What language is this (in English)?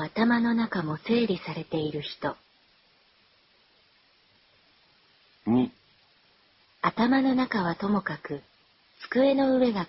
Japanese